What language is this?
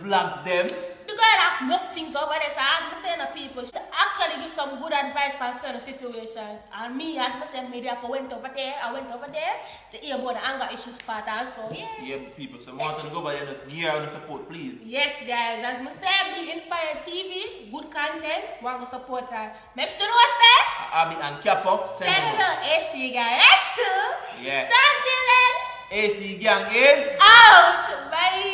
Jamaican Creole English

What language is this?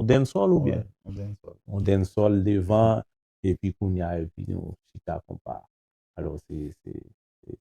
Haitian Creole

